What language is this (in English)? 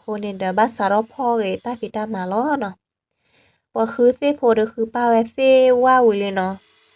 S'gaw Karen